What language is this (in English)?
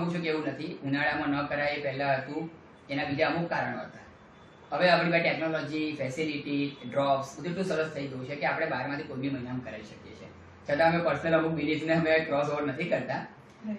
Gujarati